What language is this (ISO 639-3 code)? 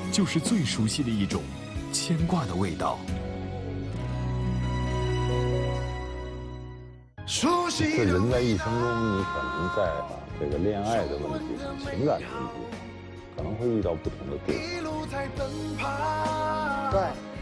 zho